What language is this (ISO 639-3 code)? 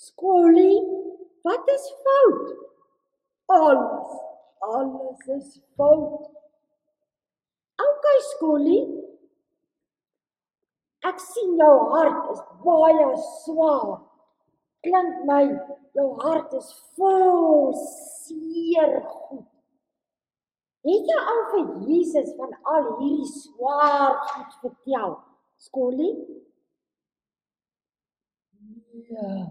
afr